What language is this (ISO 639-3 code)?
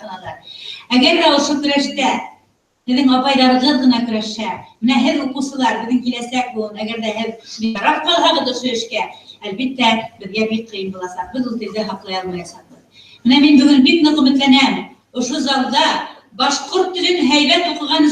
bak